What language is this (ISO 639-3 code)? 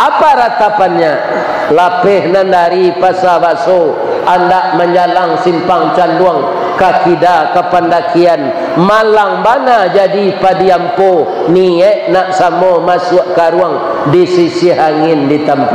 min